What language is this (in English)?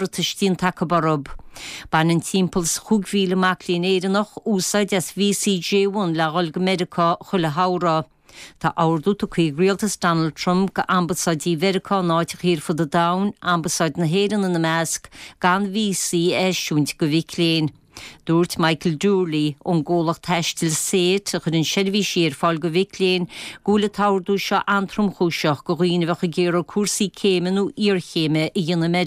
Irish